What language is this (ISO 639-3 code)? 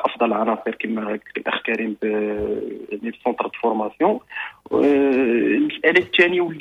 ary